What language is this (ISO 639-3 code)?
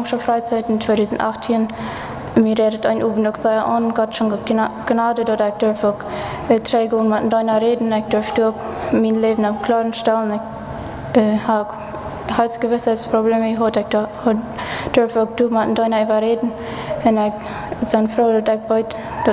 pdt